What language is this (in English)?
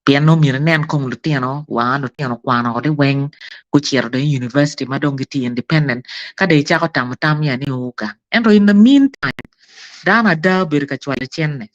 Acoli